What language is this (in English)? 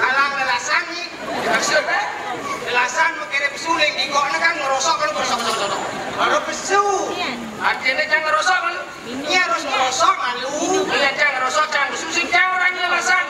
Balinese